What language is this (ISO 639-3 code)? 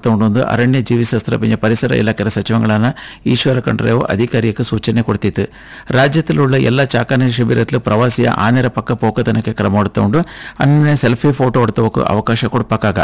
kan